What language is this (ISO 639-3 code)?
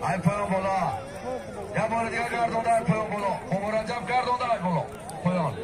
tgk